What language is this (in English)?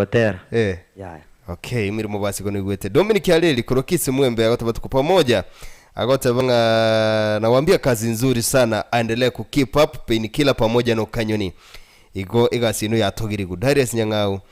Gusii